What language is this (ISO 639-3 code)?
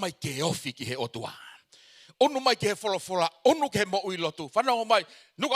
ton